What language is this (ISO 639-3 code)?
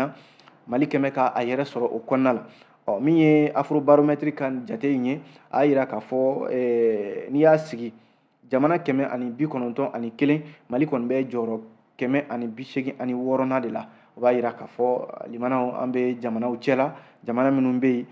bam